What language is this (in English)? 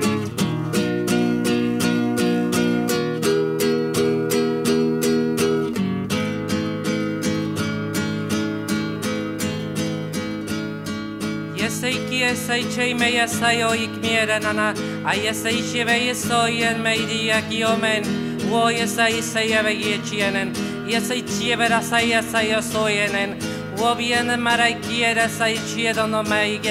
Basque